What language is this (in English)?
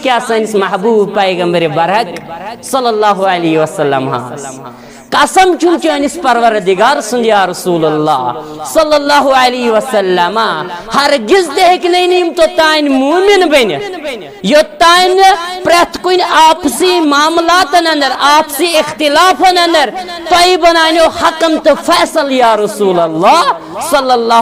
Kashmiri